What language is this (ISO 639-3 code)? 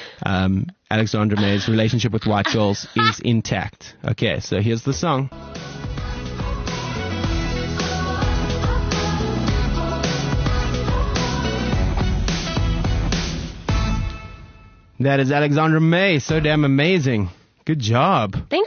eng